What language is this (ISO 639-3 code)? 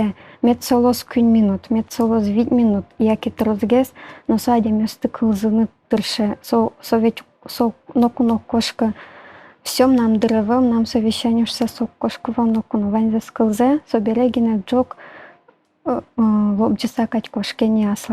udm